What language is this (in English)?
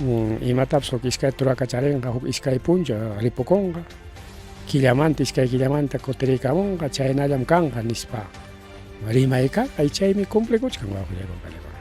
Ayacucho Quechua